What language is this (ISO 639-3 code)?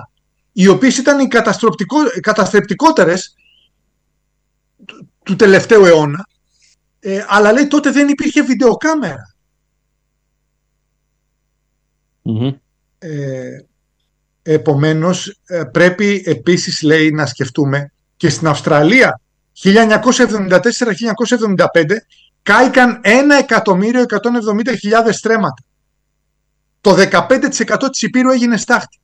ell